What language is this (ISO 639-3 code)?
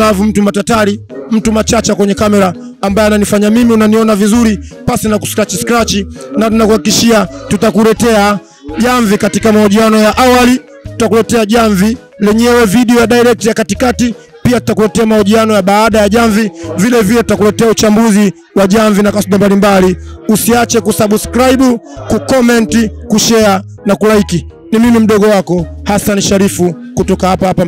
swa